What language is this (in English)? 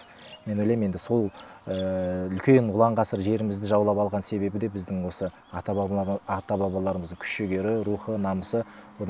Kazakh